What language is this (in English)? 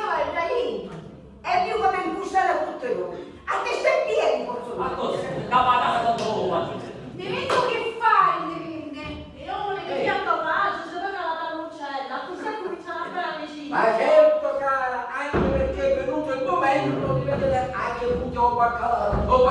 Sicilian